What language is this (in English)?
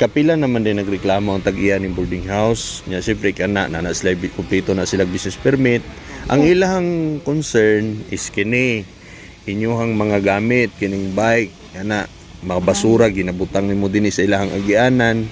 Cebuano